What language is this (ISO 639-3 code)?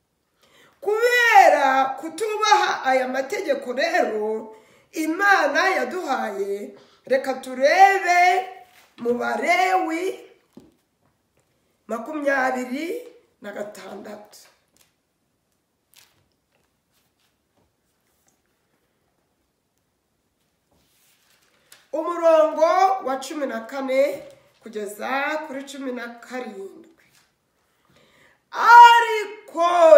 kin